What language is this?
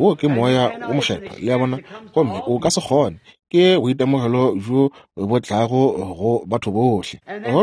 Northern Sotho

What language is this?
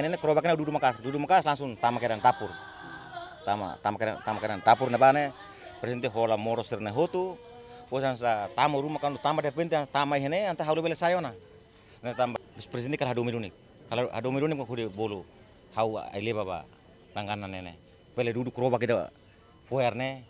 Tetum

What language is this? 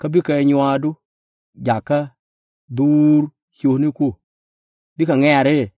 Nuer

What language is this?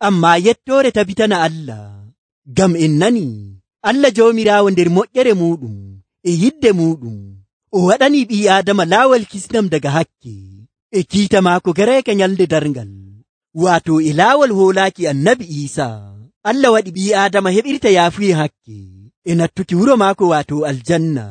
Nigerian Fulfulde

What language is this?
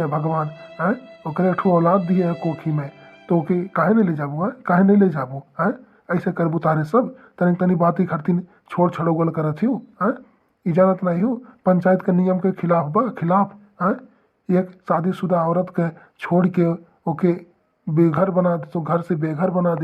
Awadhi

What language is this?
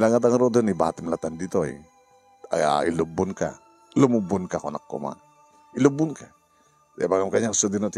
Iloko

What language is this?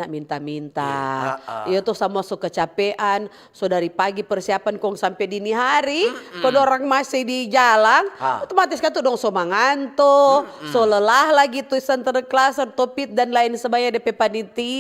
Manado Malay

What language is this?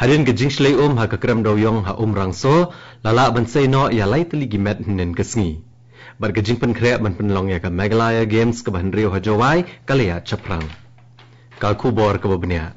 Khasi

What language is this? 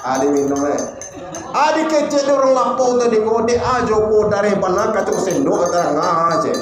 Minangkabau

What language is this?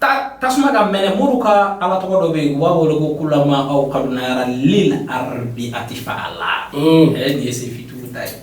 Bambara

